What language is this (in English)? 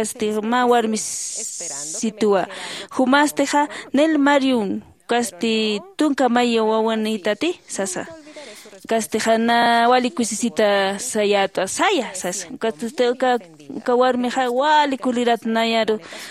Aymara